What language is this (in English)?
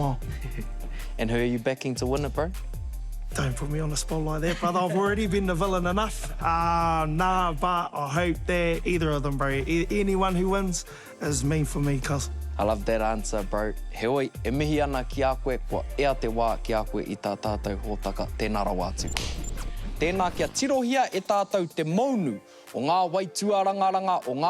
Māori